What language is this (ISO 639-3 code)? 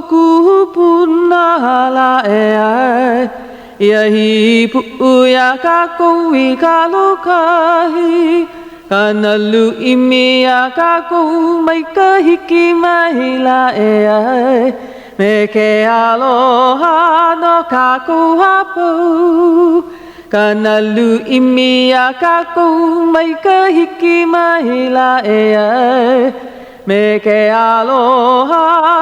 haw